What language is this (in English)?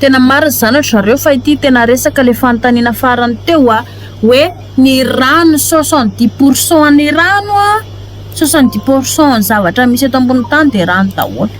Malagasy